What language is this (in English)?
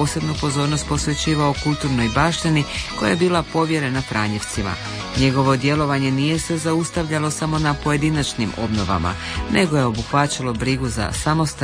Croatian